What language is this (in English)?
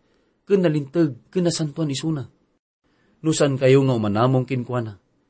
Iloko